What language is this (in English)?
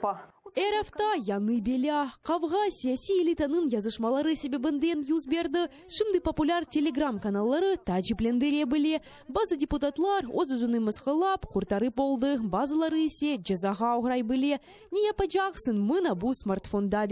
Crimean Tatar